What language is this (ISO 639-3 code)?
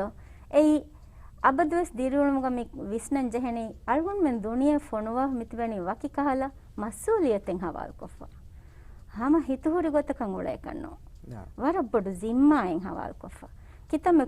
div